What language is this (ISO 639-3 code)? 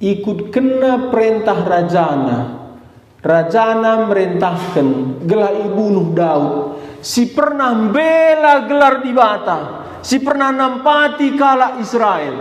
btx